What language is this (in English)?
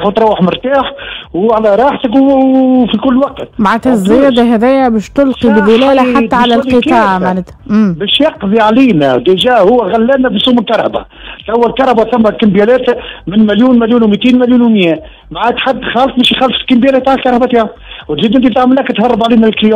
Tunisian Arabic